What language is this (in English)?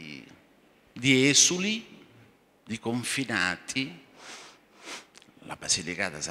Italian